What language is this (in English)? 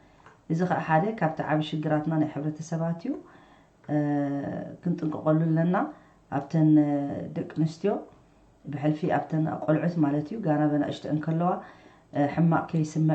Tigrinya